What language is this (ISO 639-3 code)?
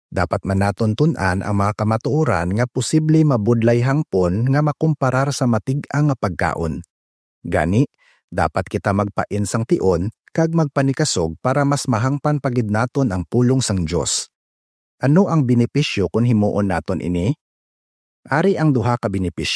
hil